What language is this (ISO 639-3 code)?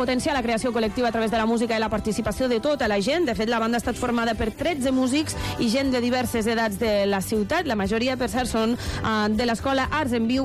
cat